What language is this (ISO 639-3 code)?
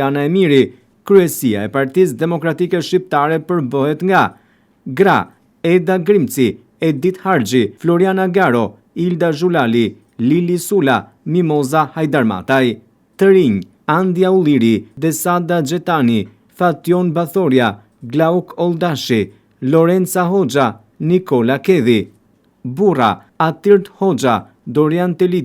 sqi